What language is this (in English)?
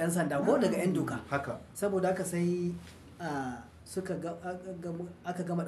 Hausa